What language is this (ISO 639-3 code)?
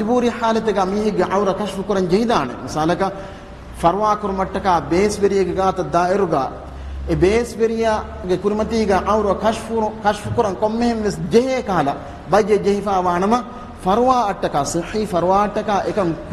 div